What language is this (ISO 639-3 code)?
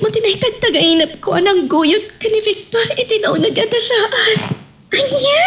ilo